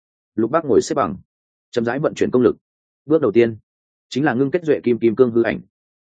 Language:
Vietnamese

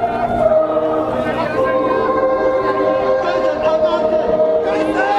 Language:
Min Nan Chinese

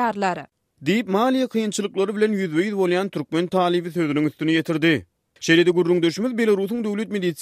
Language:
Turkmen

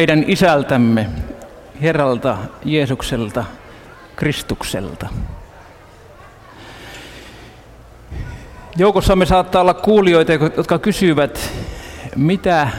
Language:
Finnish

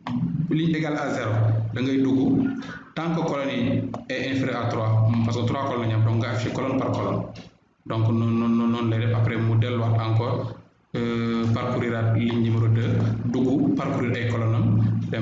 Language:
Wolof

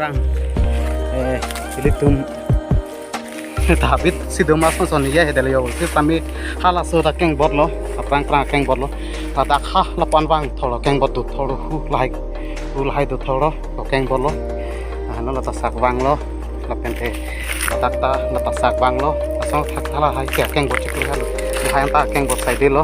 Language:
Karbi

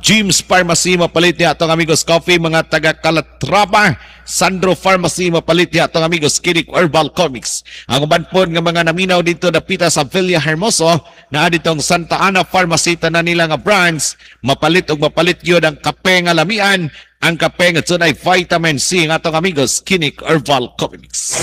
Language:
Cebuano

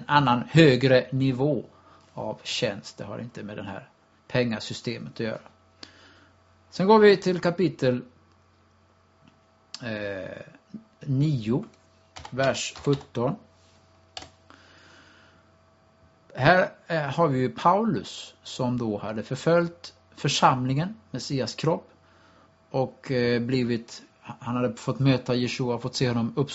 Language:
Swedish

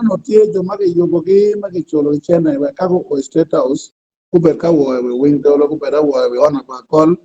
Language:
Acoli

